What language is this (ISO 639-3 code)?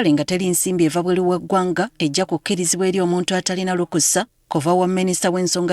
lug